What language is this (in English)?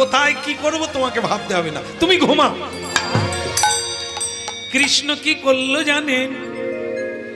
Bangla